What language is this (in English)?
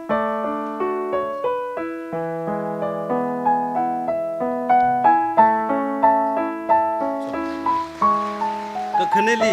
Tangkhul Naga (India)